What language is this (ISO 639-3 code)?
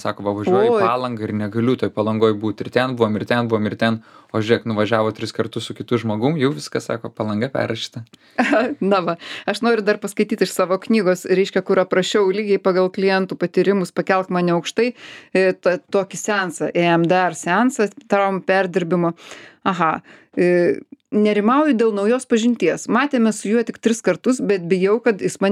lit